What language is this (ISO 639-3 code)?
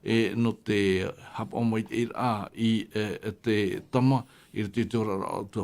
tah